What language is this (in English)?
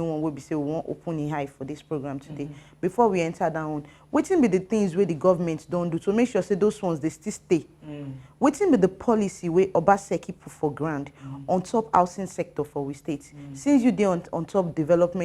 Nigerian Pidgin